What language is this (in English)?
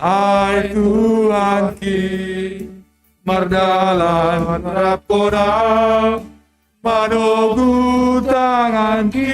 Batak Simalungun